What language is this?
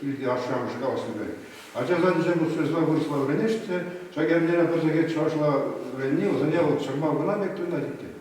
Chuvash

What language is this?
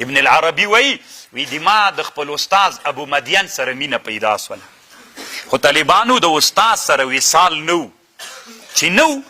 Pashto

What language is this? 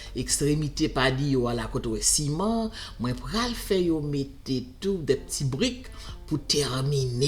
Haitian Creole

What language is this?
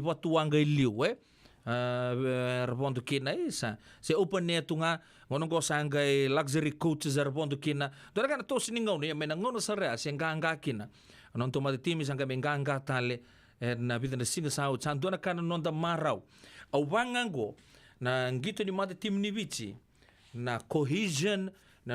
Fijian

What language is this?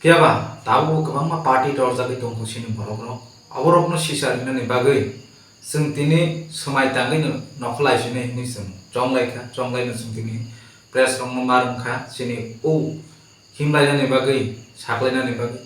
Kok Borok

